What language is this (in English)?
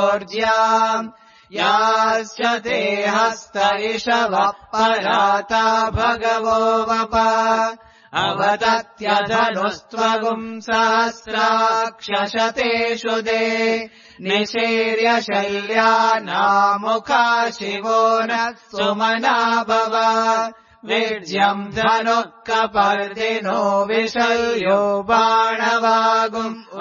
Sanskrit